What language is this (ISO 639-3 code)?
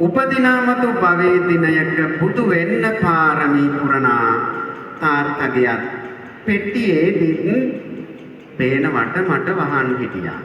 sin